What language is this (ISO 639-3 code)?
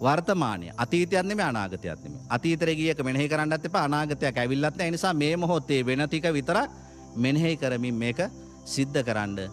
sin